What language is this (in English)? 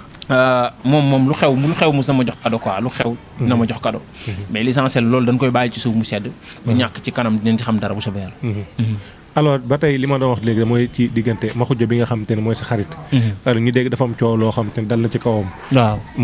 Wolof